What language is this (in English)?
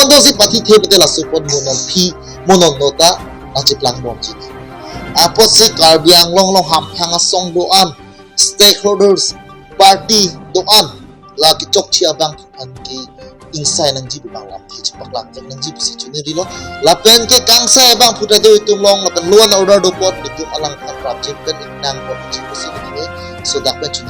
Karbi